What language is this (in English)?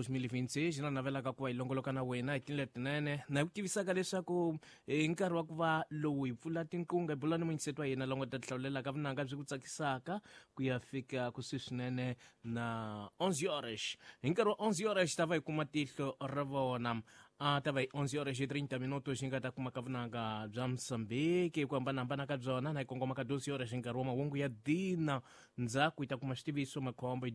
Tsonga